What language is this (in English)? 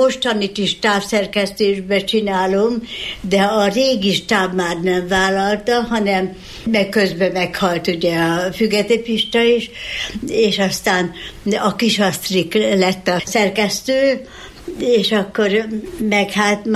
Hungarian